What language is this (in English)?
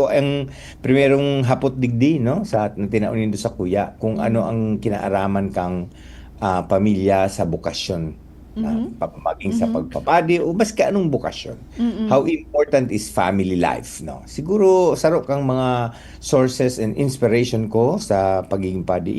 Bikol